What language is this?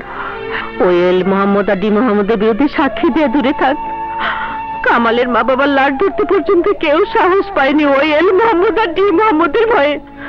Bangla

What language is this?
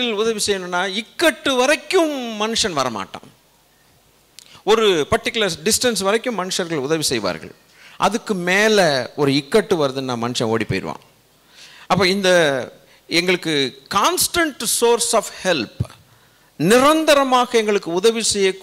Tamil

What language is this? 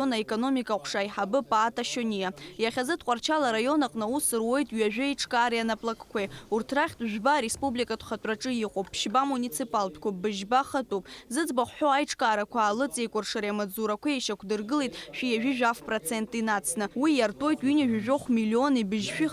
Abkhazian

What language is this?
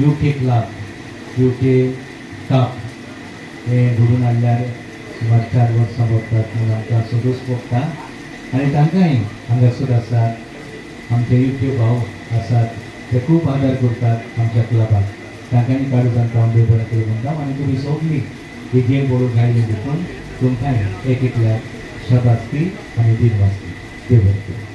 Konkani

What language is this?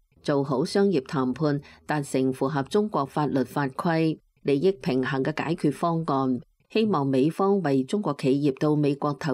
Cantonese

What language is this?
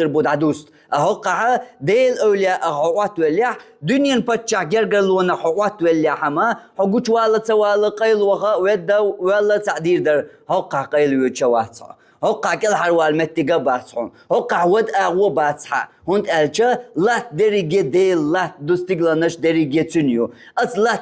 Chechen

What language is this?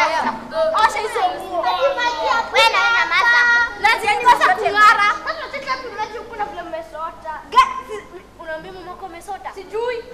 Swahili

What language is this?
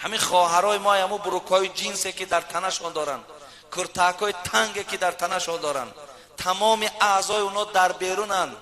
Tajik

